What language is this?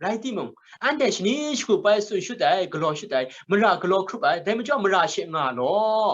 Kachin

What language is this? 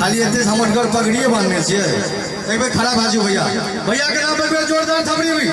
Maithili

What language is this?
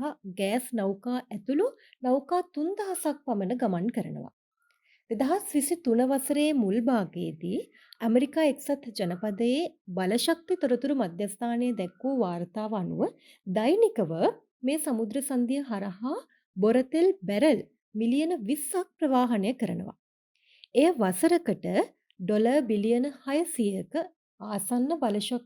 Sinhala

